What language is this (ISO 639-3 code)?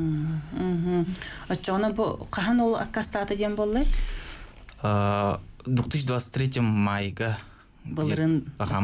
sah